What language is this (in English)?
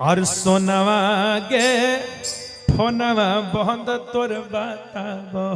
Magahi